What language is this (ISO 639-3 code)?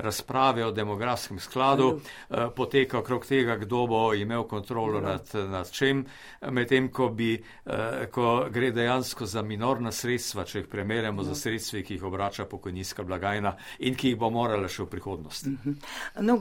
slv